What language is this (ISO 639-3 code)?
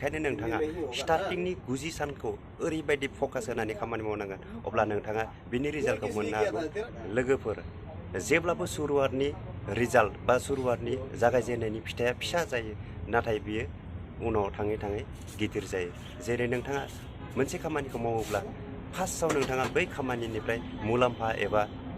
brx